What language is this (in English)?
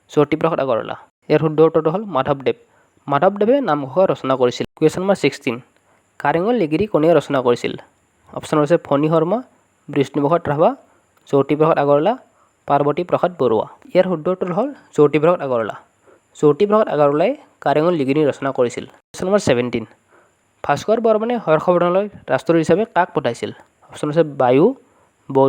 Assamese